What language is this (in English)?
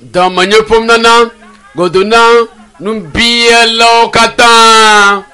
Ewe